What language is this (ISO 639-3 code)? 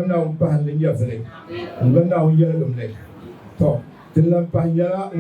dag